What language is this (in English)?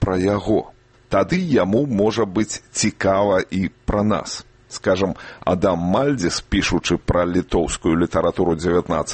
Belarusian